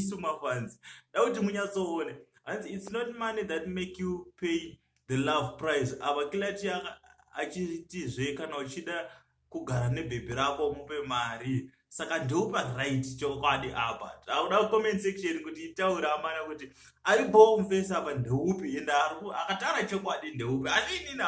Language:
Shona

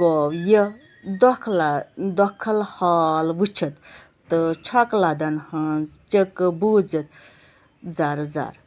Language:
Kashmiri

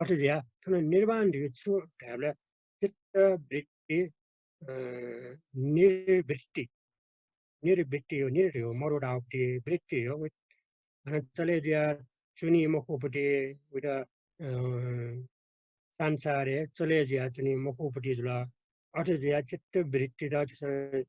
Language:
Newari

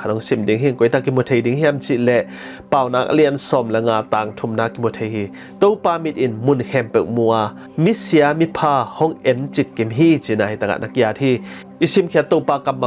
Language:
Tedim Chin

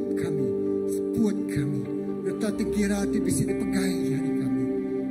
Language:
Iban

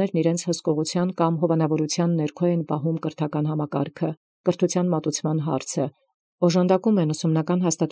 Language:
Armenian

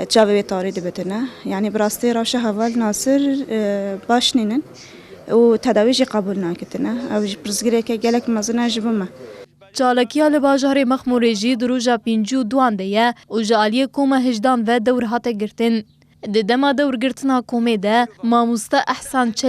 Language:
Kurdish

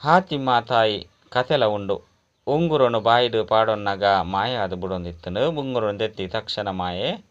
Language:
Tulu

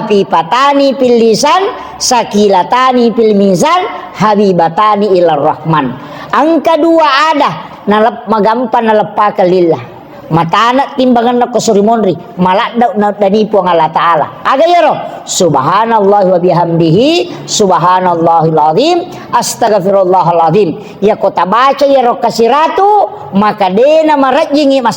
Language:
Buginese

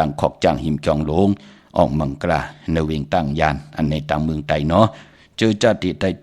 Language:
Shan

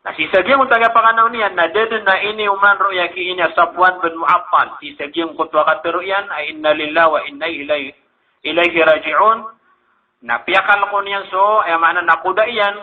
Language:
Maranao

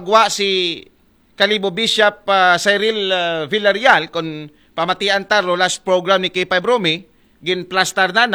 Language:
Aklanon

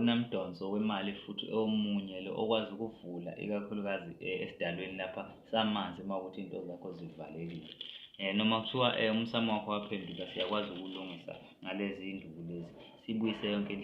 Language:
Zulu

